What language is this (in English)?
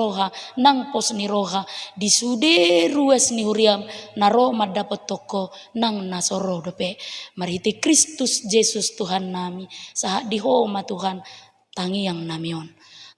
Batak Toba